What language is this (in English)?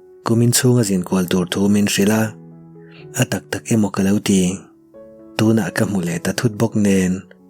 Mizo